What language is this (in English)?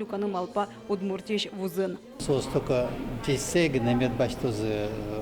Udmurt